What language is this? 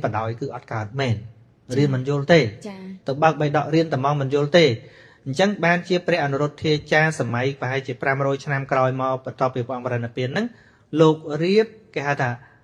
Khmer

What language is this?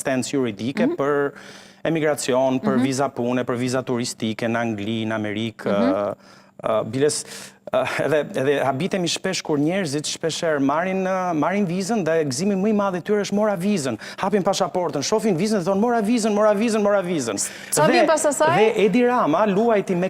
Albanian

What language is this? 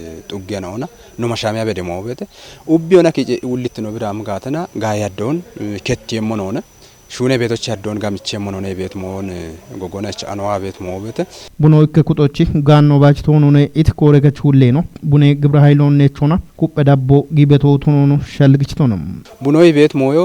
Kafa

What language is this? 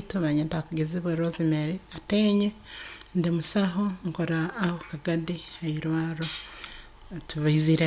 Nyoro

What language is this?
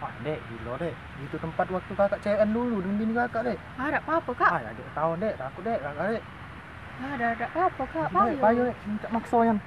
Musi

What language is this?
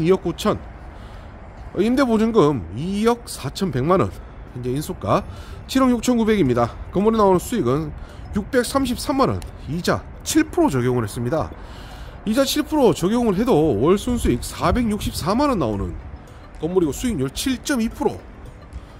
Korean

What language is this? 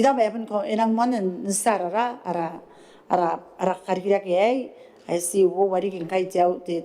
Gilbertese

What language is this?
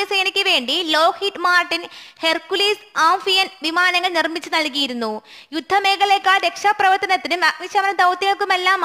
Malayalam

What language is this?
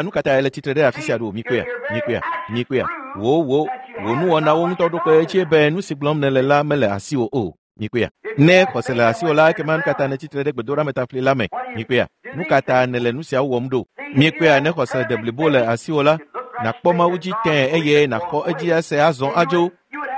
Ewe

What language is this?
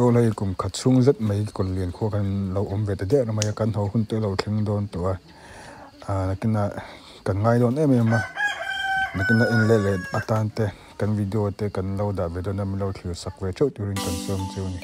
Mizo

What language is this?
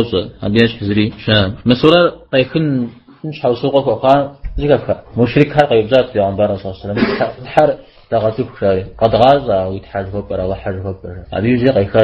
Kabardian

